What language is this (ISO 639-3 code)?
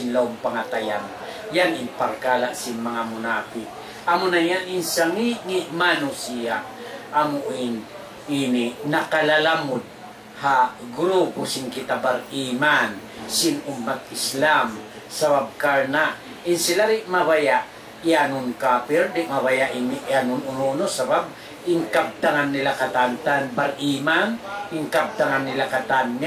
tsg